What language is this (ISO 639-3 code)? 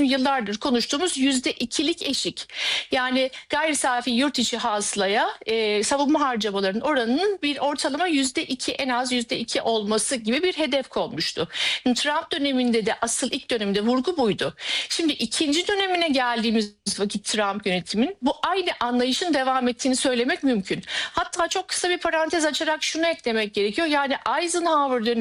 tur